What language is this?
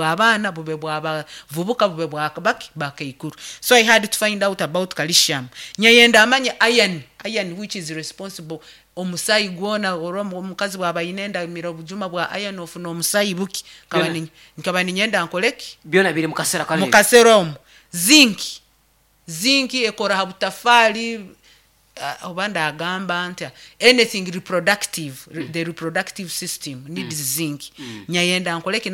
Nyankole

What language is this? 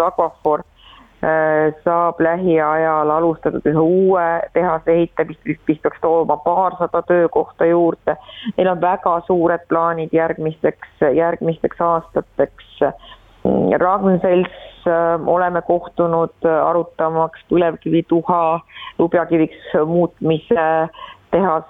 Estonian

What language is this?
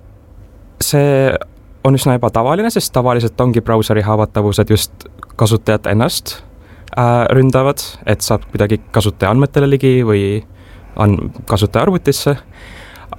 Estonian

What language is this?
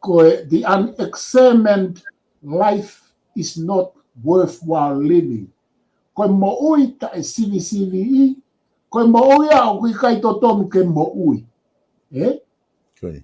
Tongan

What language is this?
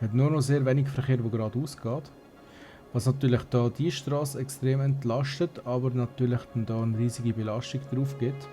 Swiss German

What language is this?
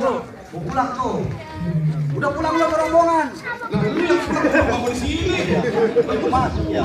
Betawi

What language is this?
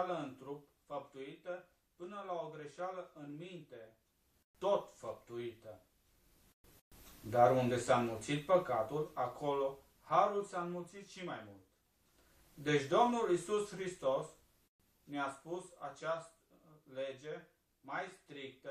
Romanian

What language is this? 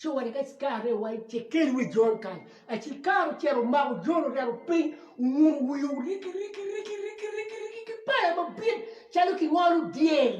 Acoli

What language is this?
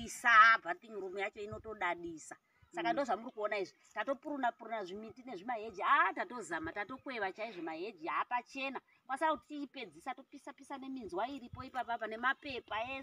Shona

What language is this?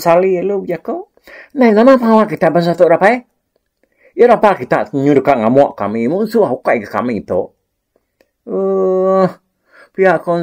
Iban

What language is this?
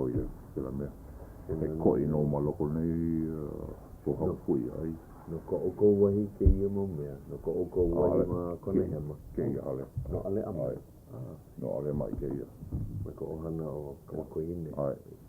Hawaiian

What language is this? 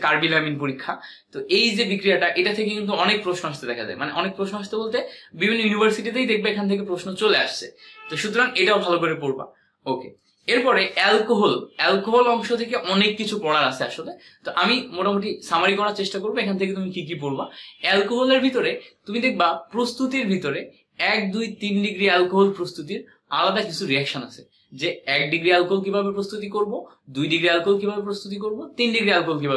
Bangla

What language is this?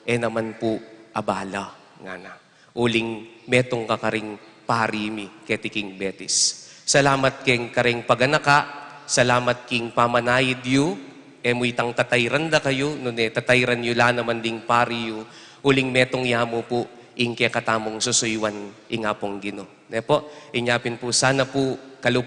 Pampanga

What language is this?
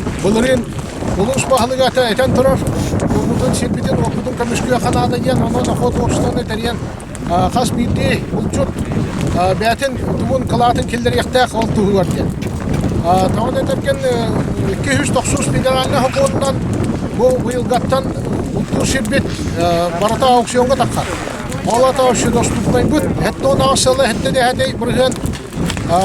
Yakut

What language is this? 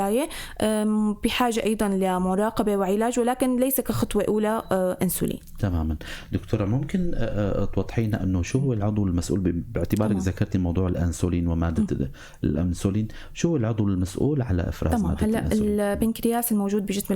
North Levantine Arabic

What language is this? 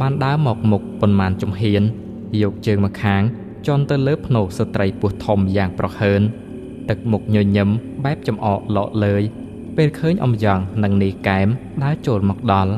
Khmer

